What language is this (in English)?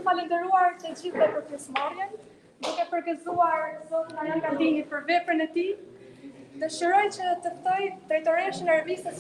Albanian